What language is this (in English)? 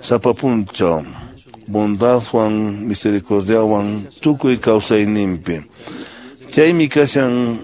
Quechua